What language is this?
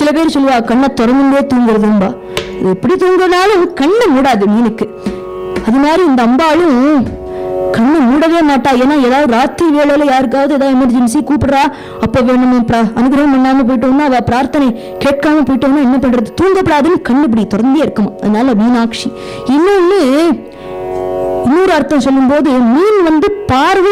Tamil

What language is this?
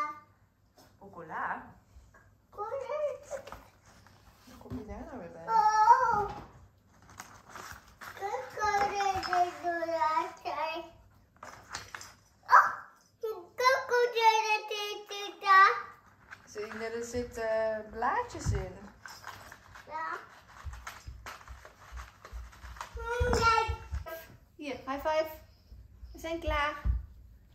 Dutch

